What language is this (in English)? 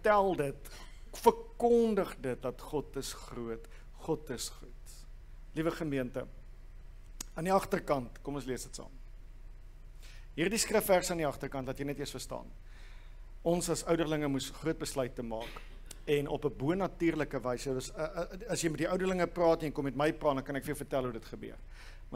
Afrikaans